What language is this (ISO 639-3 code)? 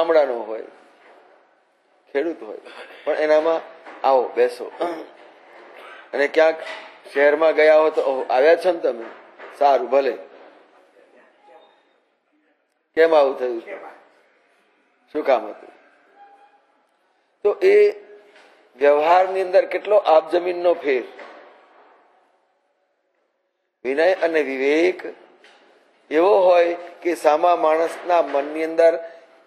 guj